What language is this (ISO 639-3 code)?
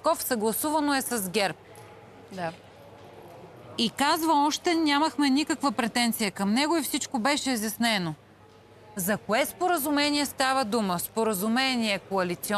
bul